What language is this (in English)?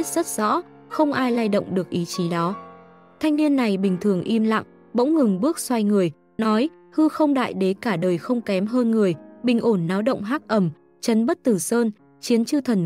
Vietnamese